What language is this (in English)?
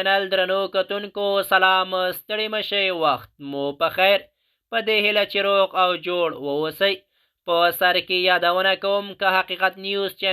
Pashto